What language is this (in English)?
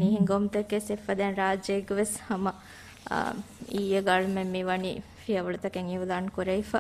Divehi